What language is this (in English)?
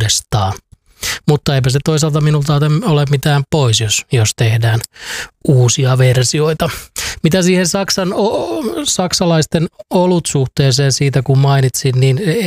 Finnish